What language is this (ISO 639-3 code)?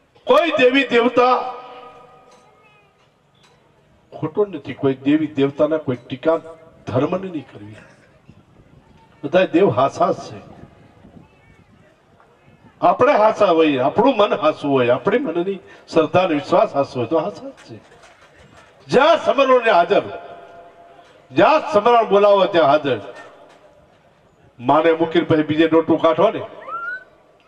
guj